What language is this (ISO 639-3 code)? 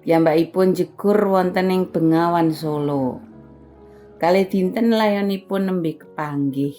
jav